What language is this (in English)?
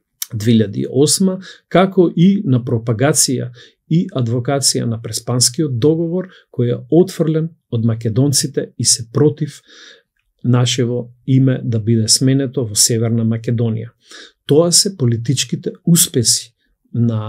Macedonian